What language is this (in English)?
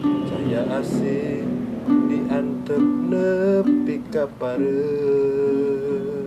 Sundanese